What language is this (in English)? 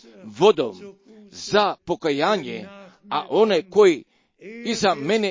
Croatian